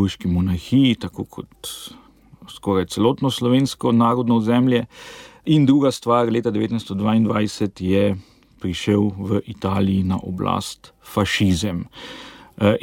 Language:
Slovenian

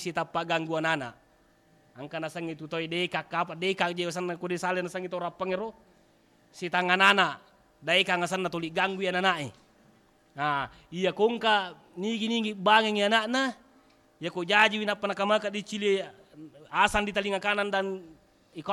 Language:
Buginese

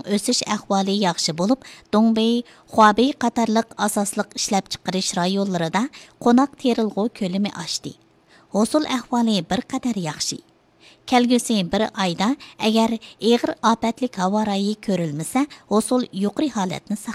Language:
Uyghur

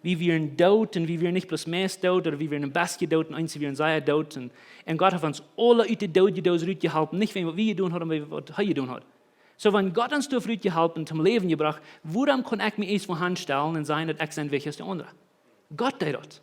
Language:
Plautdietsch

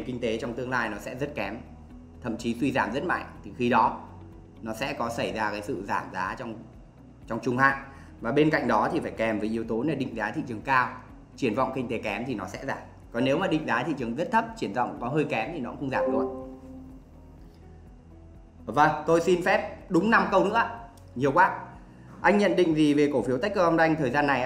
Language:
Vietnamese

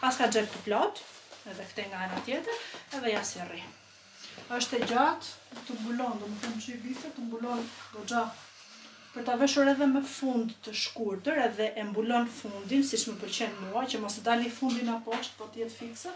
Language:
Albanian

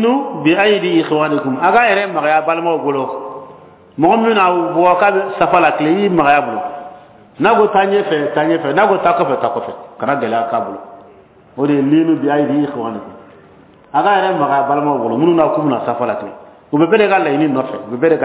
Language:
Bambara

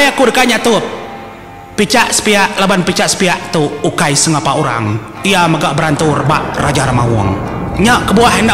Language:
Iban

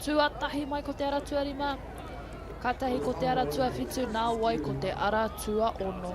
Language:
Māori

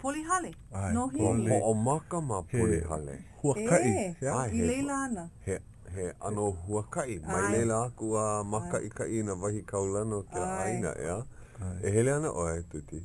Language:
Hawaiian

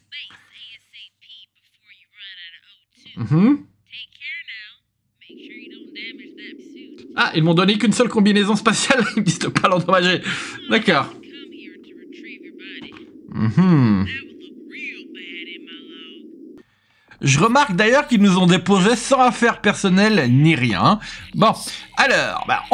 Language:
French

